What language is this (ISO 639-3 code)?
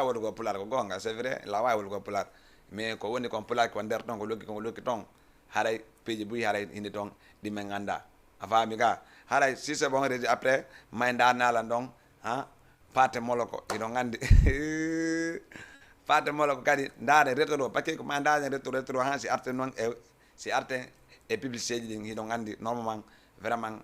ful